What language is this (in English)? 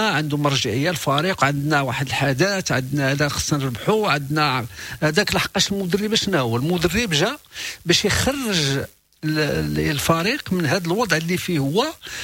Moroccan Arabic